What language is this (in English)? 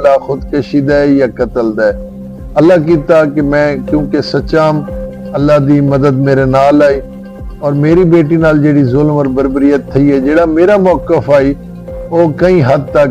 Saraiki